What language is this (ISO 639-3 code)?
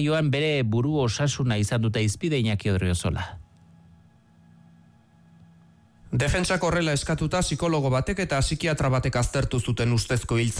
eus